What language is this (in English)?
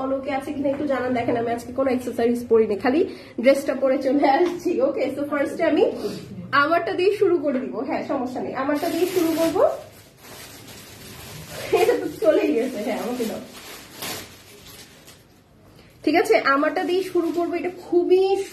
Bangla